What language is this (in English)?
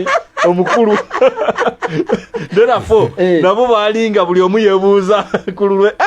Ganda